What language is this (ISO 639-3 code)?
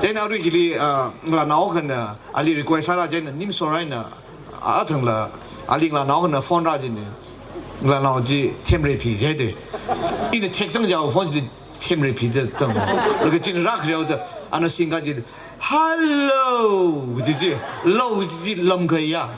nmf